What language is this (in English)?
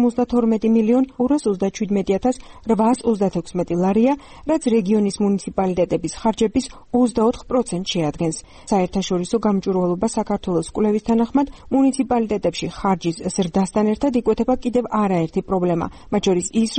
Georgian